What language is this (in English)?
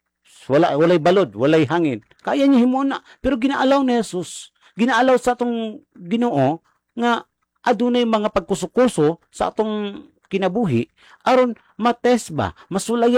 Cebuano